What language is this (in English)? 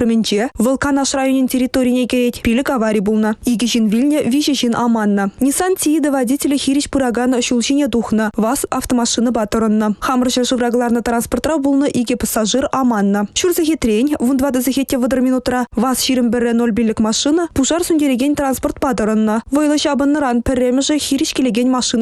Chuvash